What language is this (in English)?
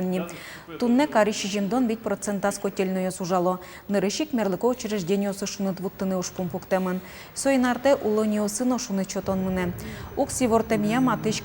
Udmurt